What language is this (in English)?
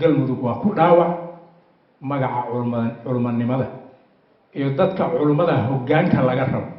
Somali